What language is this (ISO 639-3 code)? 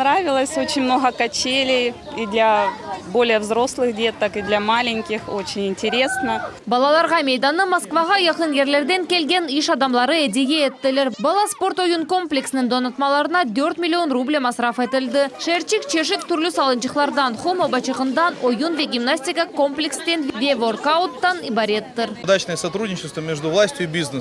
crh